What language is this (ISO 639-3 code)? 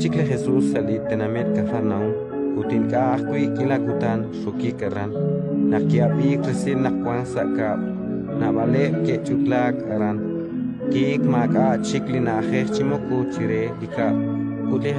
kek